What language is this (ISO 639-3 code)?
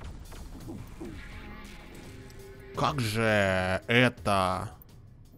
rus